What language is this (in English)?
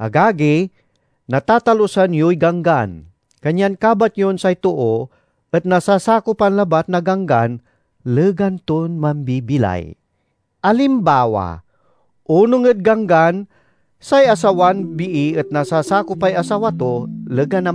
Pangasinan